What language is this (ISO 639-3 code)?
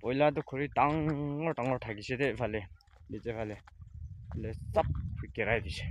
nag